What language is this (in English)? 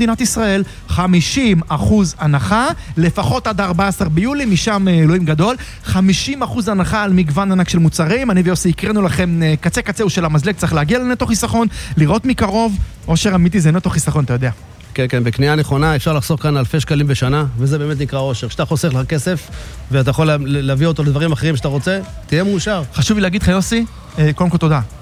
Hebrew